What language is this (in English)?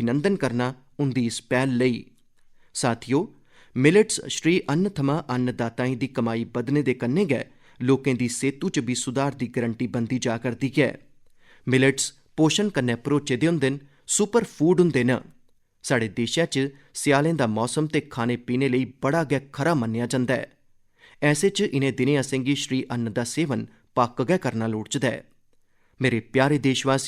Dogri